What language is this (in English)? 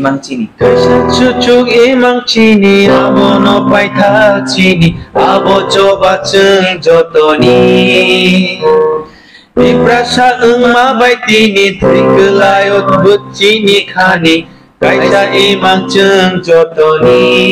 Kok Borok